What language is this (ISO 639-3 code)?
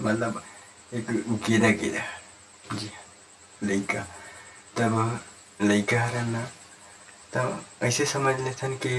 hne